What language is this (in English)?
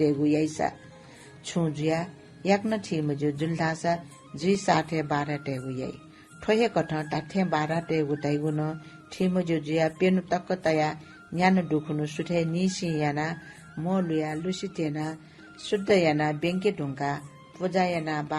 Newari